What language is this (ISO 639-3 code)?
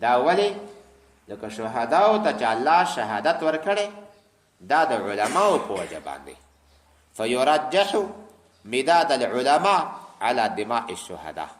pus